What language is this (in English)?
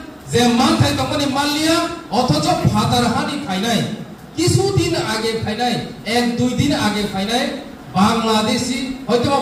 Kok Borok